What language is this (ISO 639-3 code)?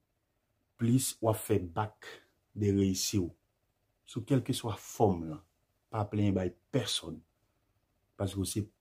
hat